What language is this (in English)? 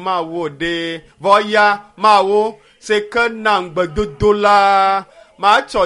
Ewe